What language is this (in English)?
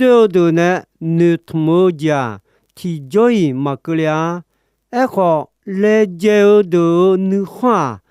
Akha